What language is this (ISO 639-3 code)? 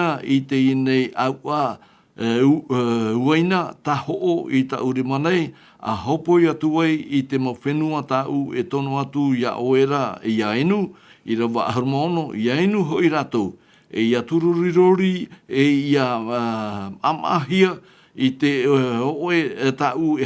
tah